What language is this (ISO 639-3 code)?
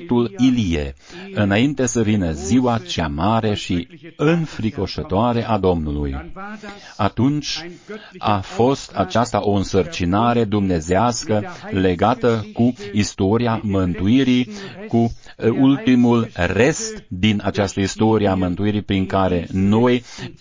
ron